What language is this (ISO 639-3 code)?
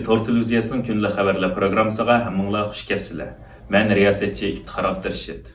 uig